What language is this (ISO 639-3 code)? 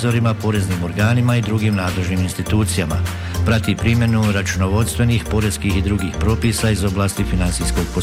bos